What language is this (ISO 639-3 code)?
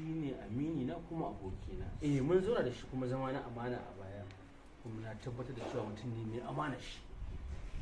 hau